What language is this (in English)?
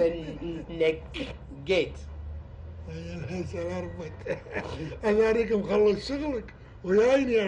Gulf Arabic